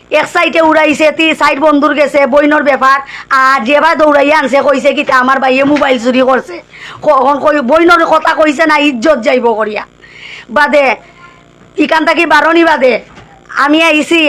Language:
Sylheti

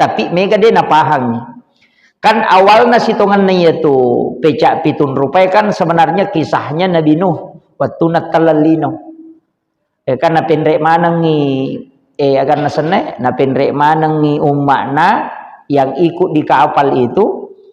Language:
Buginese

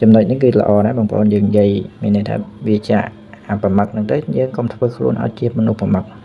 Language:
Khmer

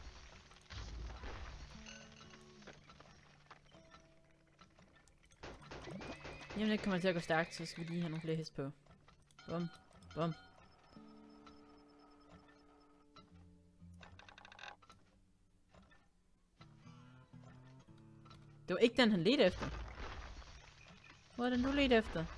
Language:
Danish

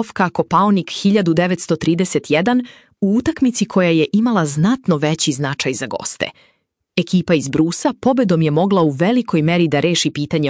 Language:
Serbian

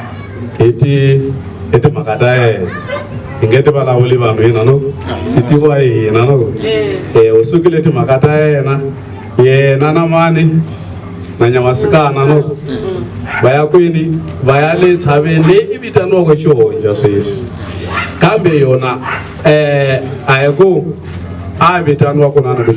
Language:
Tsonga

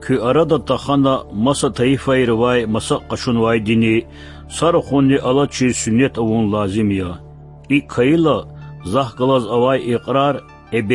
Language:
Lezghian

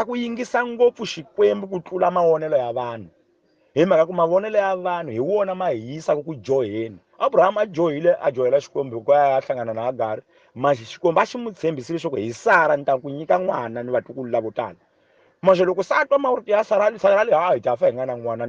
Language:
Tsonga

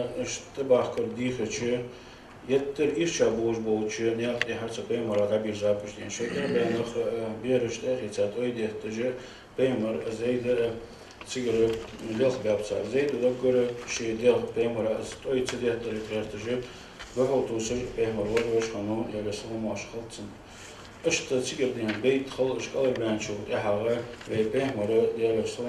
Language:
Ingush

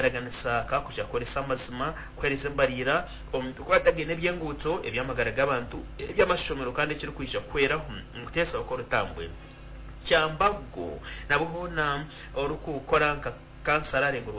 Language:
Nyankole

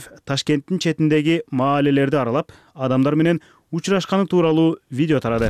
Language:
Kyrgyz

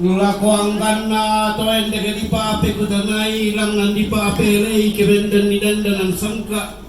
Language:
Toraja-Sa'dan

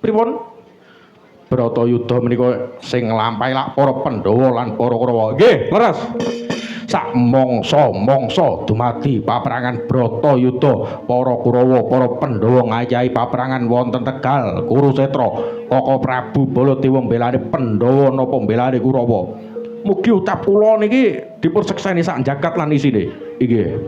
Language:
Javanese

